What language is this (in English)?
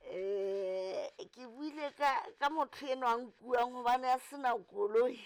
Southern Sotho